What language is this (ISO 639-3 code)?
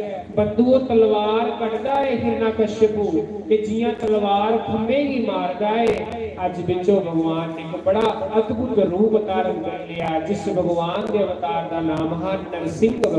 doi